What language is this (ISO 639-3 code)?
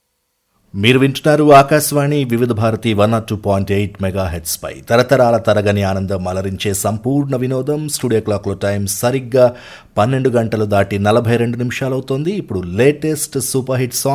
tel